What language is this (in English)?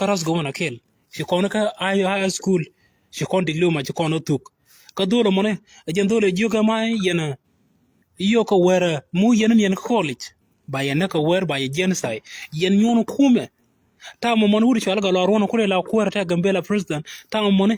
Nuer